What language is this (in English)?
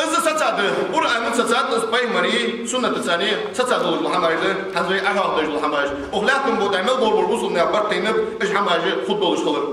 Ingush